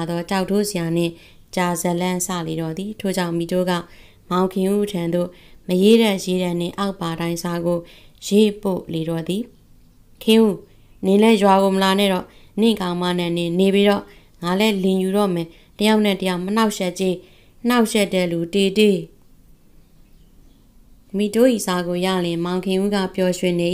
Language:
Burmese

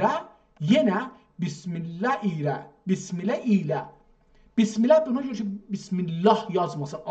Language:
South Azerbaijani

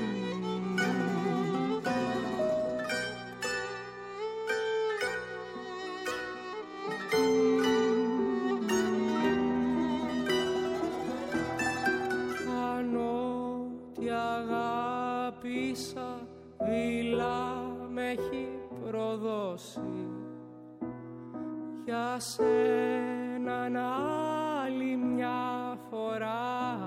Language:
Greek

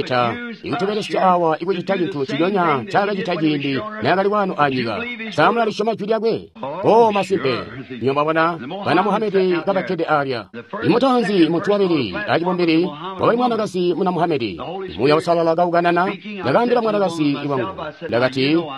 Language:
Tonga (Zambia)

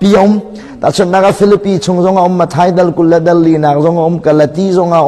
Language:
Hakha Chin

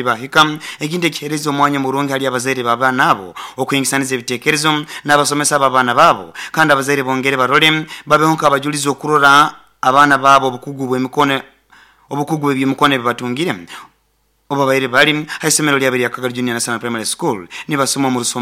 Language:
Nyoro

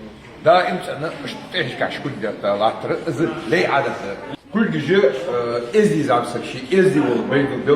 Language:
Ingush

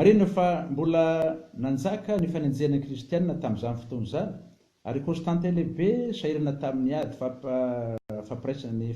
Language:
Malagasy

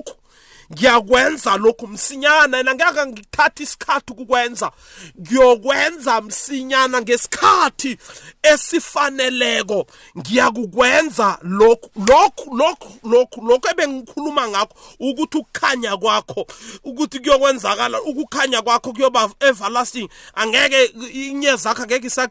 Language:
South Ndebele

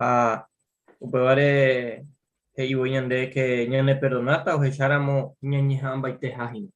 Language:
Guarani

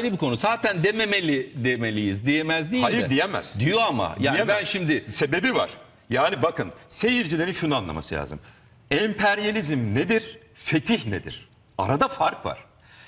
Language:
Turkish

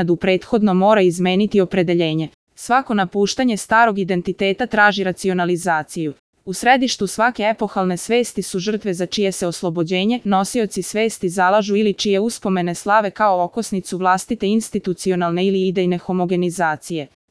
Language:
Serbian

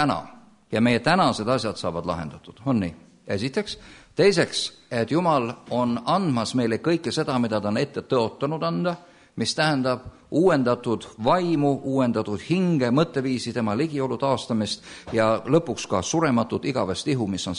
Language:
Estonian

